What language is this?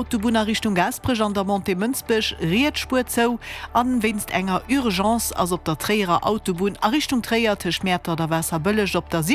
Luxembourgish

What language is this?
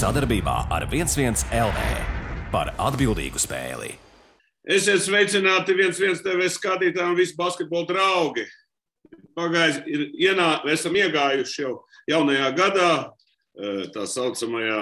Latvian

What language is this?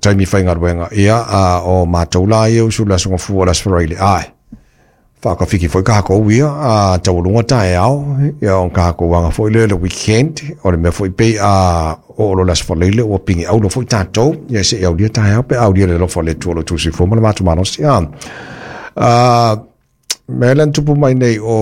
Samoan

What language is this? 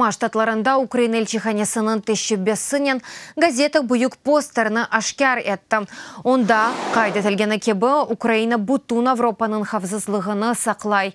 Crimean Tatar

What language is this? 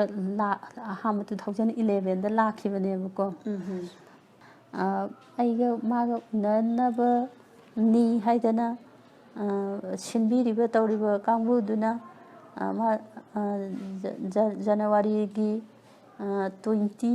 Manipuri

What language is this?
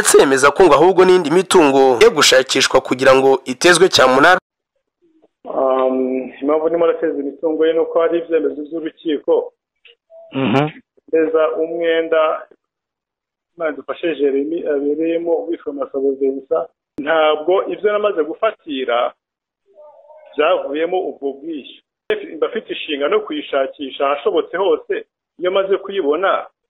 Kinyarwanda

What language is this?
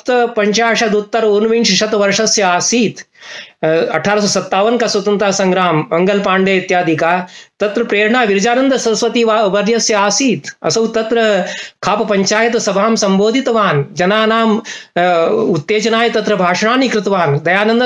Sanskrit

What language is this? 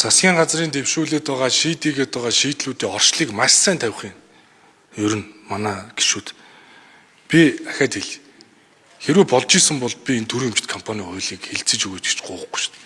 Mongolian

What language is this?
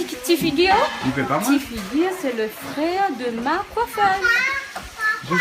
Réunion Creole French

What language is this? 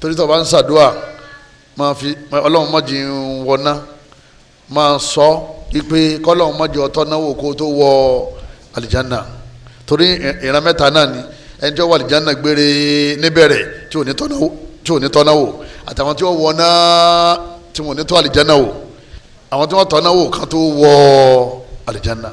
Yoruba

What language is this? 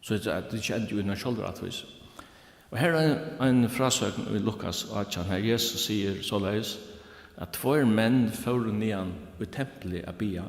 Faroese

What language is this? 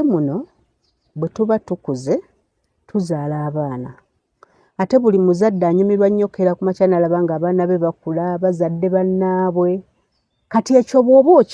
Ganda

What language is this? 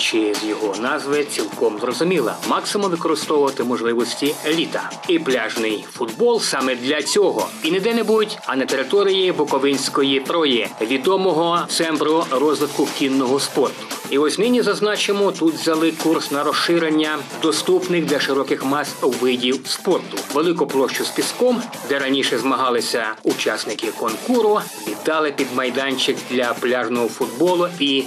Ukrainian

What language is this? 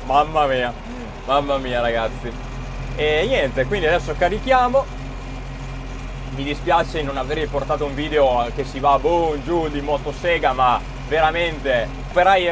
Italian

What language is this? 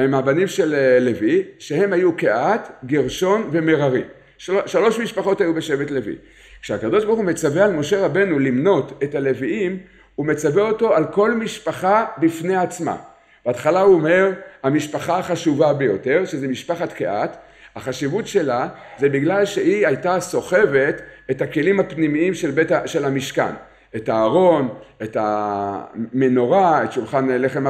Hebrew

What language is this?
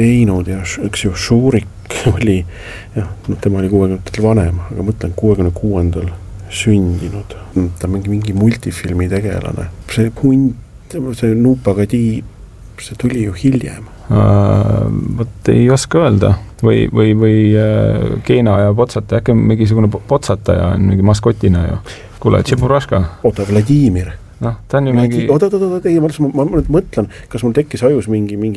Estonian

